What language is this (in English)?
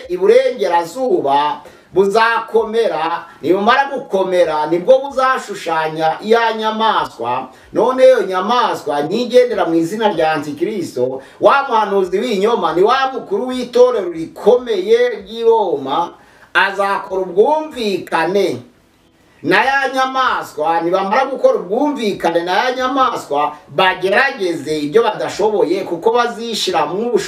Kinyarwanda